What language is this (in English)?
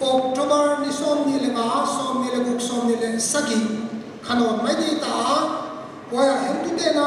Paite Chin